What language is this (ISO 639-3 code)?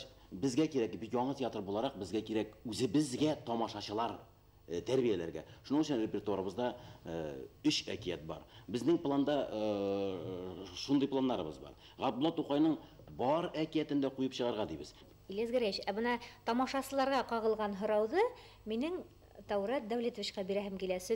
bak